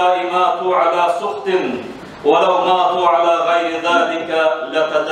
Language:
Kumyk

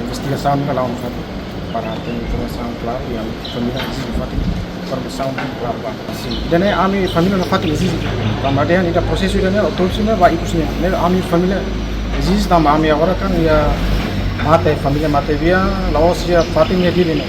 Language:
Tetum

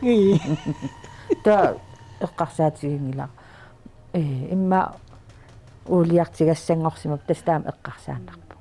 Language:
Kalaallisut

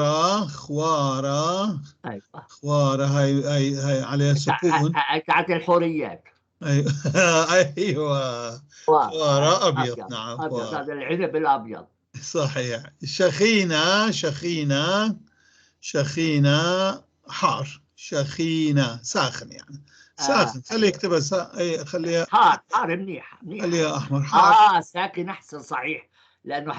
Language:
North Levantine Arabic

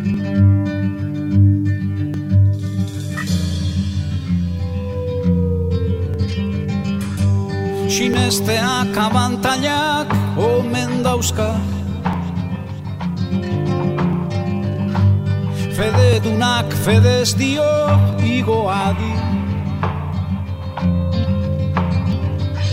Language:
Basque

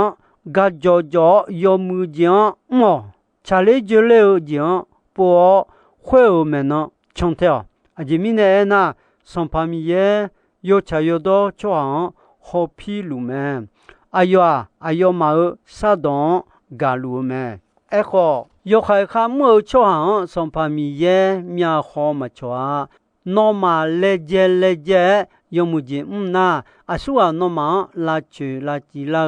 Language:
Akha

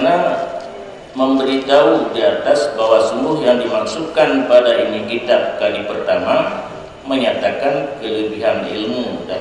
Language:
Achinese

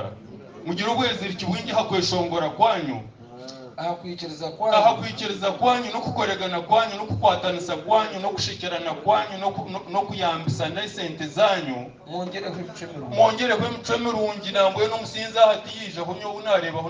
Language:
Nyankole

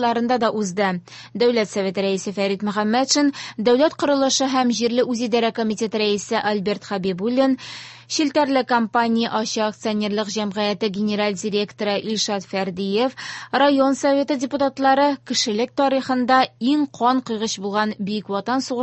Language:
Tatar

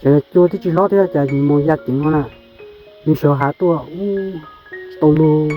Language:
Hmong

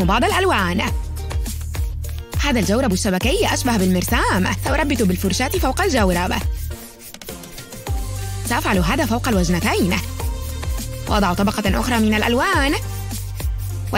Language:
Arabic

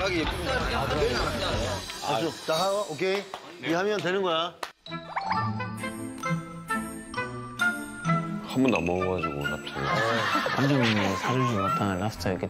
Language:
Korean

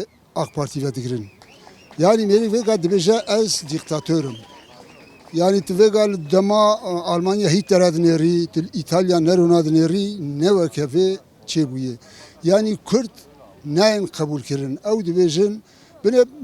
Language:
Kurdish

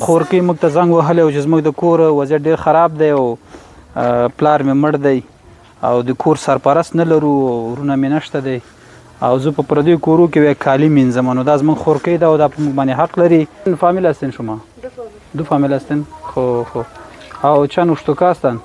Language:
Pashto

